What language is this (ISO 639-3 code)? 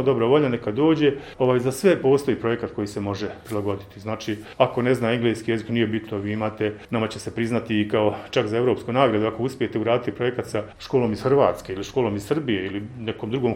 bos